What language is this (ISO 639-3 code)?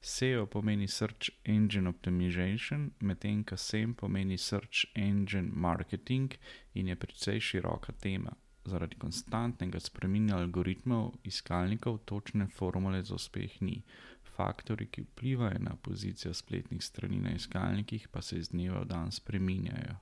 slv